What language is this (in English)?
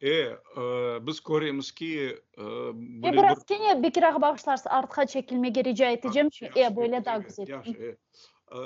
Crimean Tatar